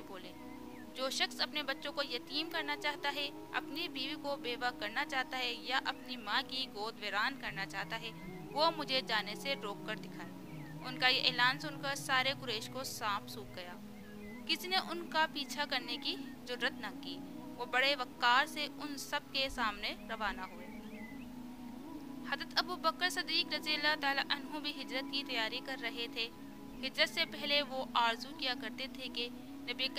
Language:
Urdu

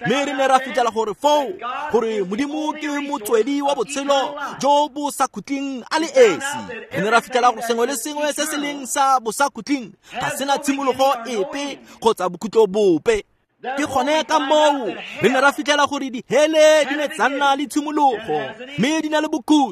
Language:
Tswana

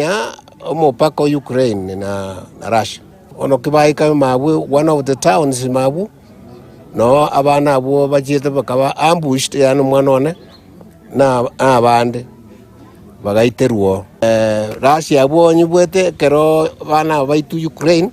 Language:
Gusii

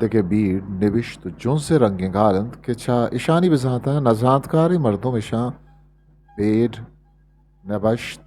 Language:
Eastern Balochi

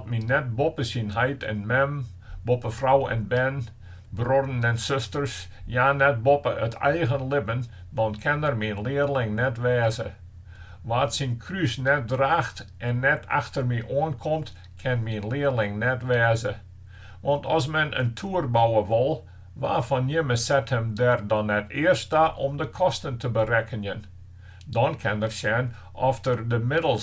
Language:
Western Frisian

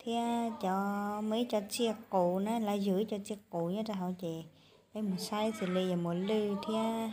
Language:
Hmong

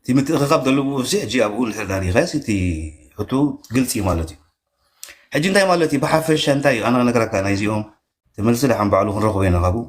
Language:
Tigrinya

